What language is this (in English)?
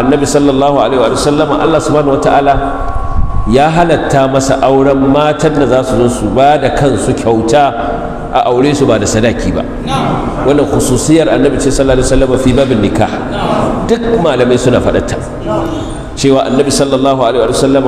Hausa